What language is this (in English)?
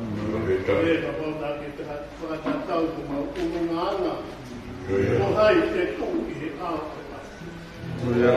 Tongan